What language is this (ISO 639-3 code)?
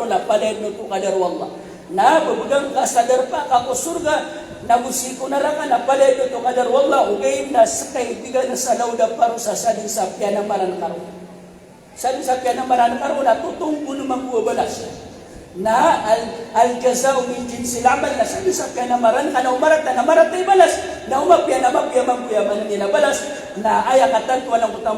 mrw